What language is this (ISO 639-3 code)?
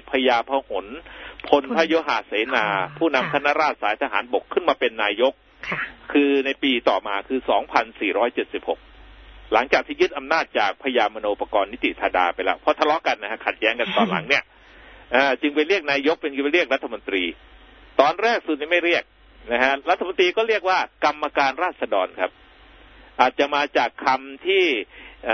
tha